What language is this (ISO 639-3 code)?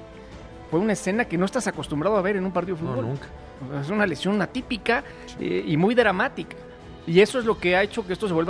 spa